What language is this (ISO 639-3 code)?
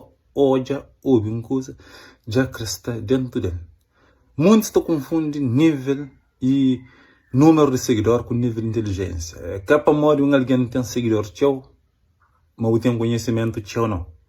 kea